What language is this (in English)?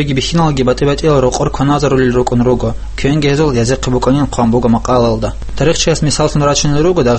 Avaric